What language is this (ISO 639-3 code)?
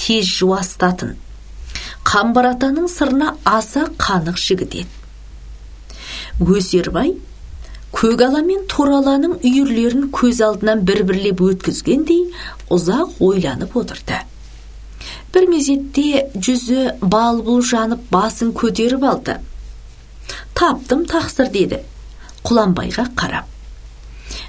kaz